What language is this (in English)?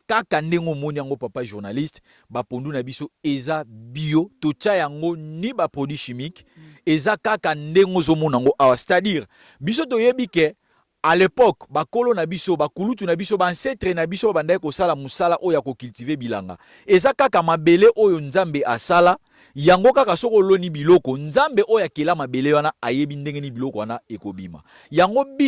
Lingala